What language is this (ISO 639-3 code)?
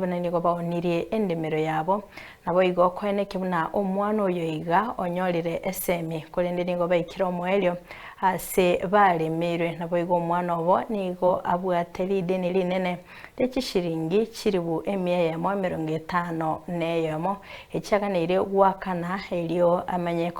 guz